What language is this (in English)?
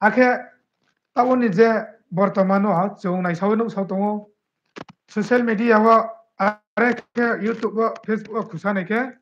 Riang (India)